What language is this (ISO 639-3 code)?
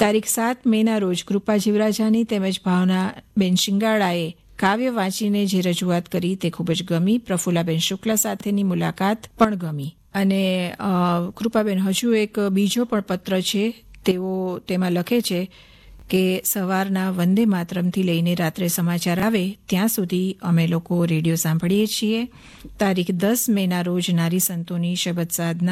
guj